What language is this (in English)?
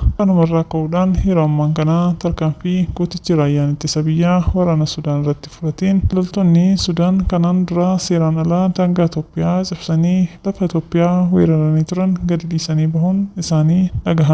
Oromo